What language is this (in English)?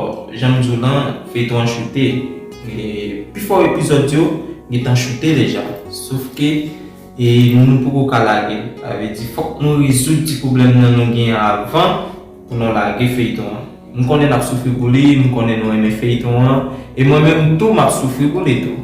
Haitian Creole